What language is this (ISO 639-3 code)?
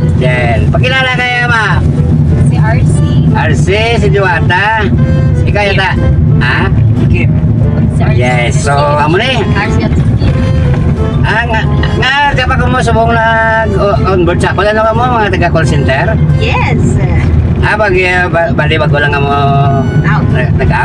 hil